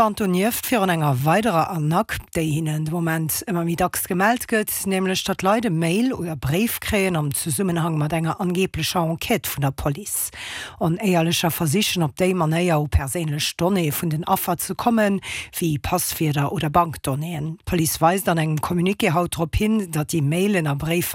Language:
Luxembourgish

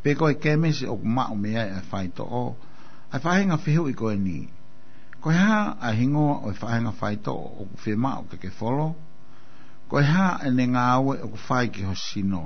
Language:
Tongan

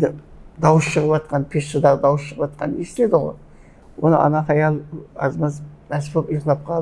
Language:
Kara-Kalpak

